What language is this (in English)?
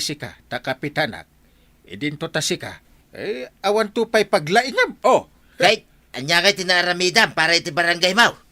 Iloko